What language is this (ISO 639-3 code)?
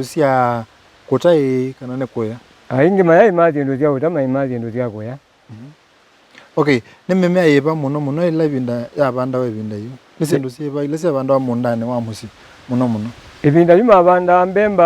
kam